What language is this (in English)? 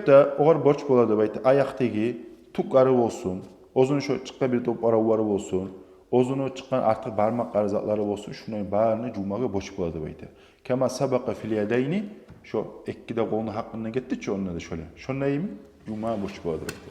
Kumyk